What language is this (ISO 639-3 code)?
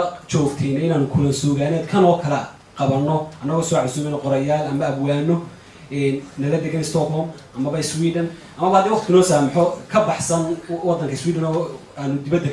som